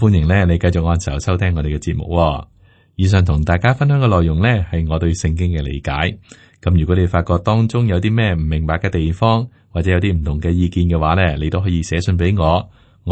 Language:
Cantonese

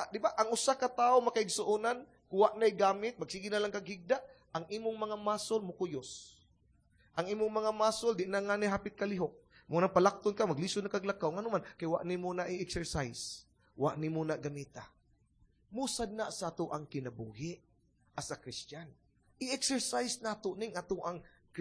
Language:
Cebuano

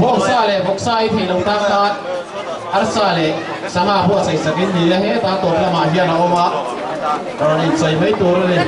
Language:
Mizo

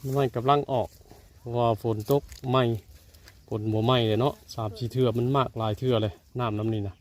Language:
Northeastern Thai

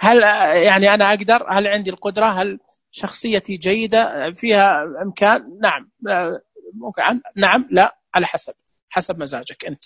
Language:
Najdi Arabic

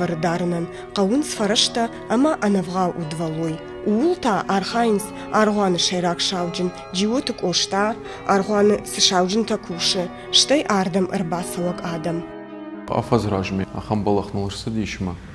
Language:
Ossetic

